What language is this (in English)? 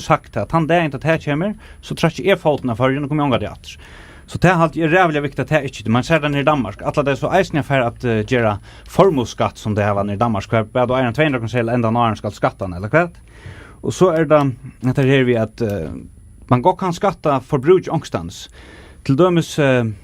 Faroese